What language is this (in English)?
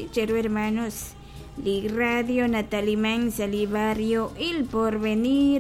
Kekchí